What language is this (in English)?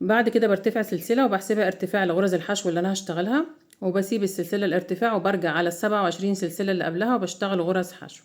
Egyptian Arabic